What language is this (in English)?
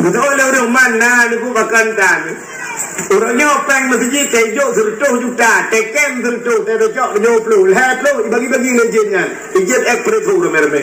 Achinese